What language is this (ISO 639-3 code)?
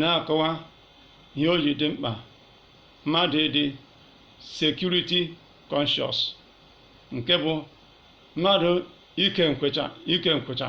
ibo